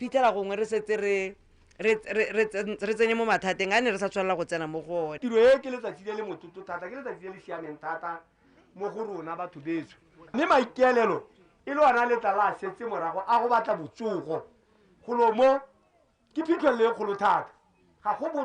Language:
Tswana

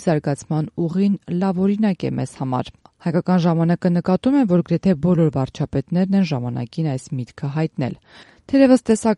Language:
Armenian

